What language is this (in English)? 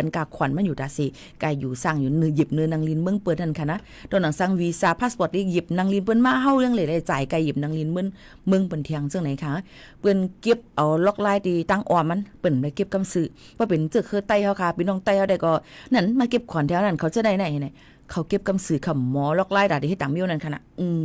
Shan